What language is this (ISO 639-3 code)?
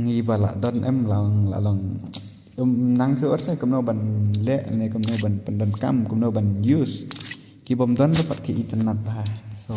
kha